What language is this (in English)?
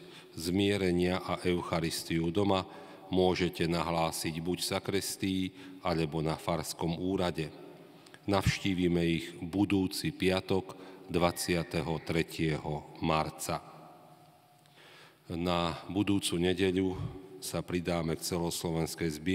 Slovak